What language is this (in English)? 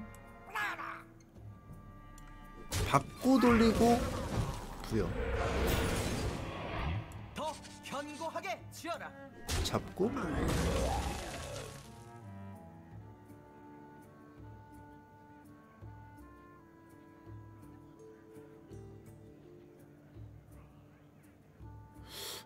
Korean